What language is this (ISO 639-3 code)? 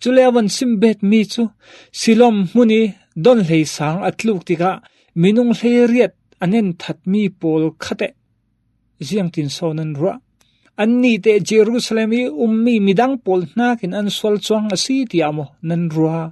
cfm